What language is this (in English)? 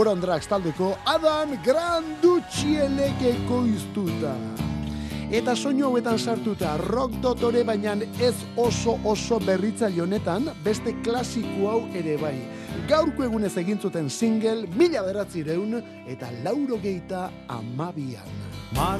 Basque